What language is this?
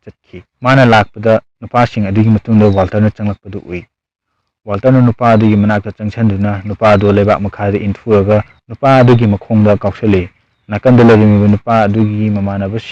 Manipuri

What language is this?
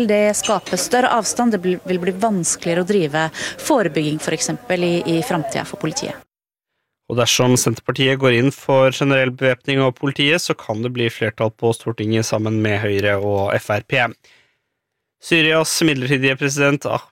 Norwegian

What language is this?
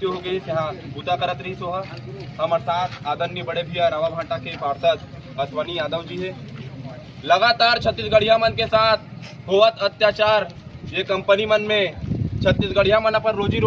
Chhattisgarhi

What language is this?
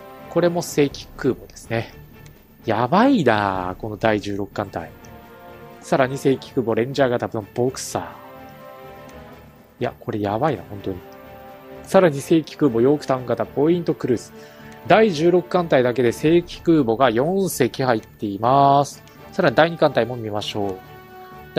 Japanese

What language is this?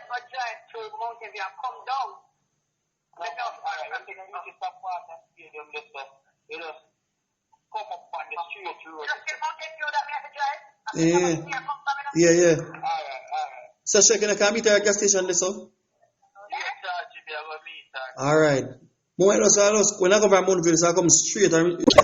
Jamaican Creole English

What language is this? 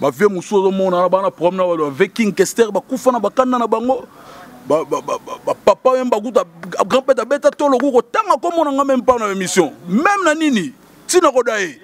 Lingala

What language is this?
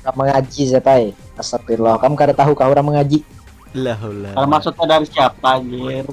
Banjar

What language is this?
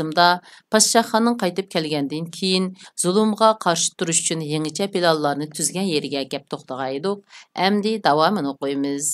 Uyghur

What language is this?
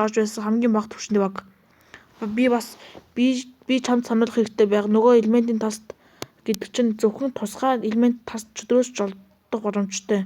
Mongolian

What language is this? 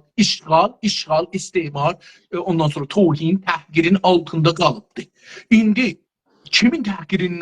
South Azerbaijani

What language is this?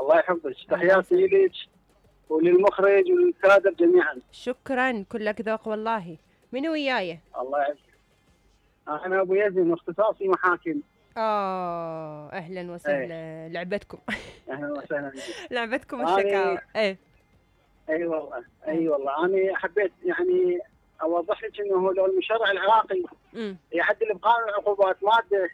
Mesopotamian Arabic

